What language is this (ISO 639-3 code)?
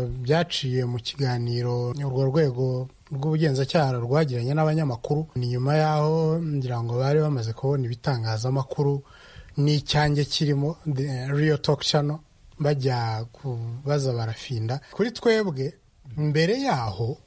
kin